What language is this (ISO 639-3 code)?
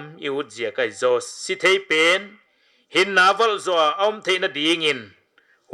pck